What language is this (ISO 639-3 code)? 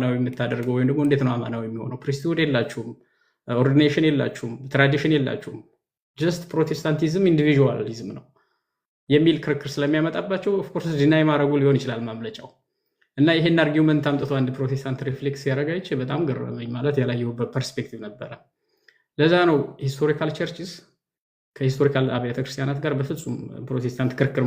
amh